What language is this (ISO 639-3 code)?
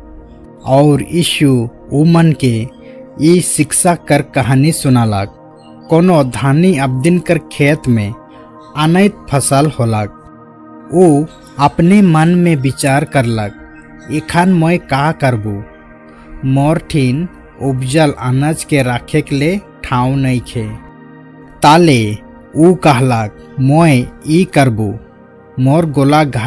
sck